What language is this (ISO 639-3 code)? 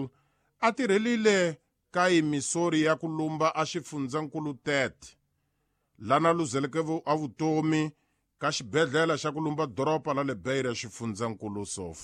tso